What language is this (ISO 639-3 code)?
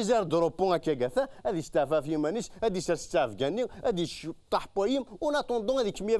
kab